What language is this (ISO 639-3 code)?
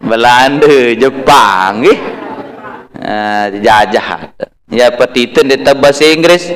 sas